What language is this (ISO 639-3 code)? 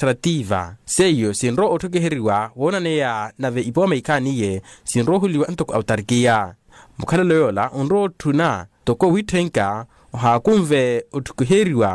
vmw